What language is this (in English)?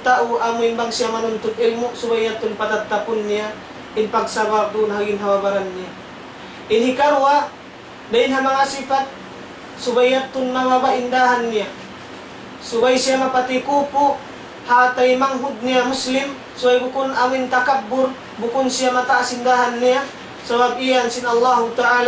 Tausug